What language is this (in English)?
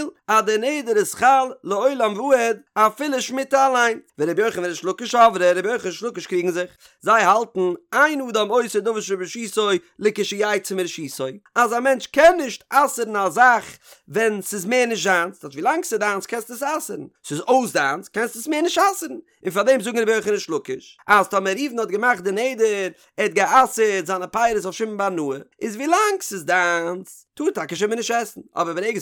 Yiddish